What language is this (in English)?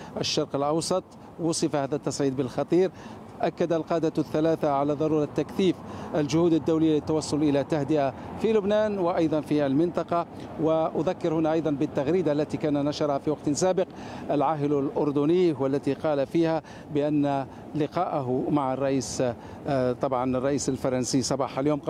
Arabic